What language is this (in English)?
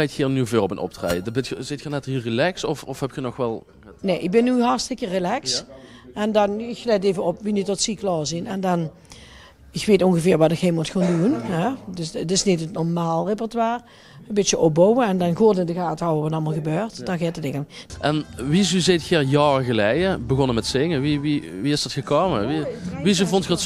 Limburgish